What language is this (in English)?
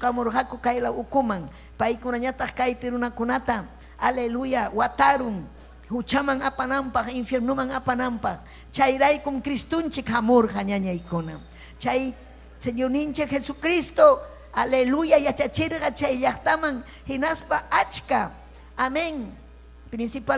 Ayacucho Quechua